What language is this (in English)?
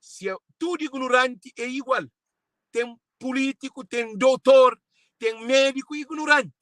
Kabuverdianu